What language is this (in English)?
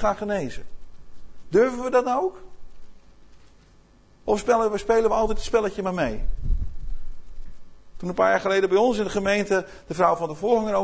Dutch